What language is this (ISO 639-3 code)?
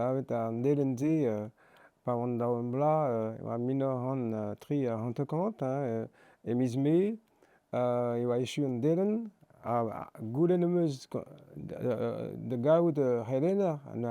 bre